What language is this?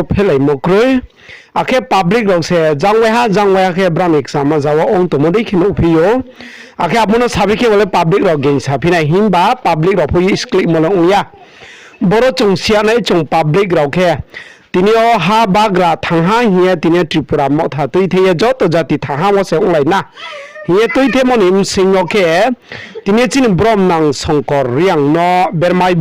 Riang (India)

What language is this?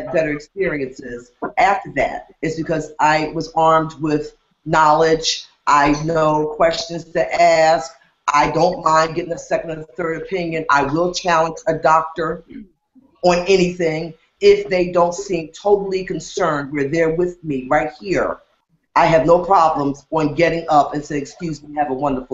English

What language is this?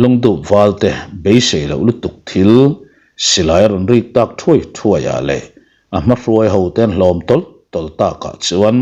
Mizo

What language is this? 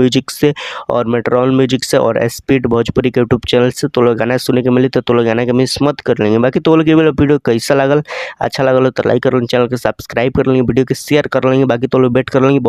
Bhojpuri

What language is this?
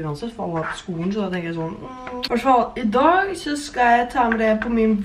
Norwegian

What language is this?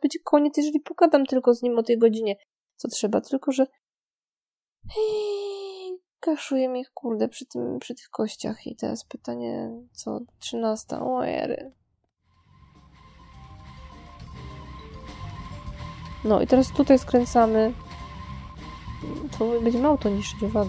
Polish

